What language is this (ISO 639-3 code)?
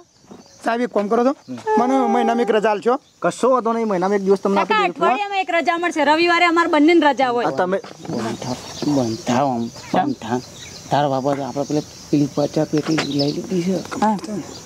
guj